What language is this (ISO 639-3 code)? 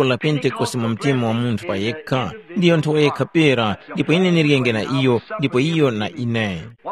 tum